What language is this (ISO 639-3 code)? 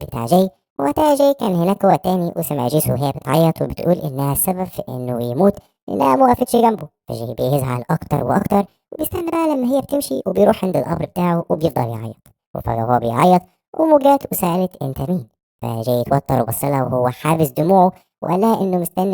arz